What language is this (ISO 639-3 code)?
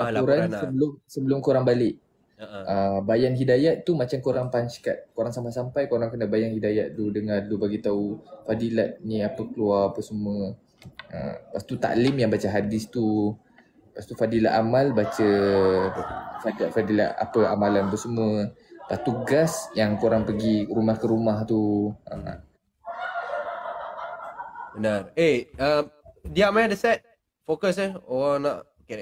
msa